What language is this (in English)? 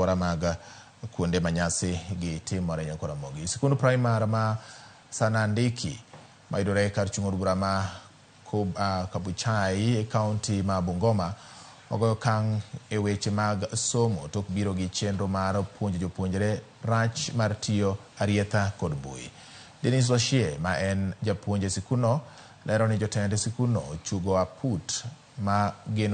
Luo (Kenya and Tanzania)